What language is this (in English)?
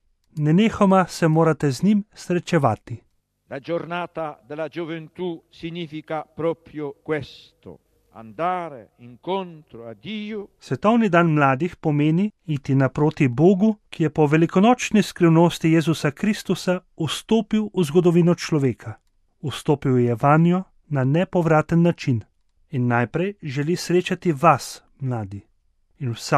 Slovenian